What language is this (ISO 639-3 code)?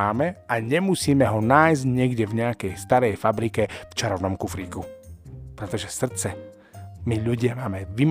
slk